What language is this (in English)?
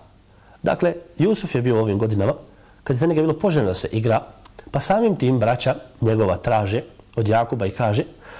Bosnian